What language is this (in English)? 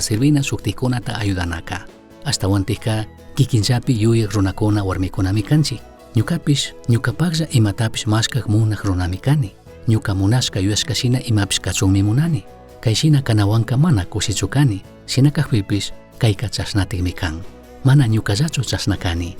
Chimborazo Highland Quichua